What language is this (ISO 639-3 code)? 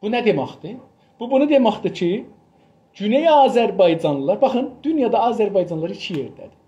azb